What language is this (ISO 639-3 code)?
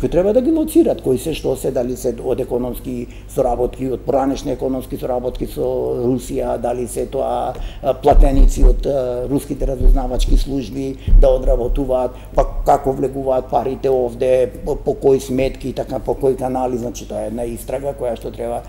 mkd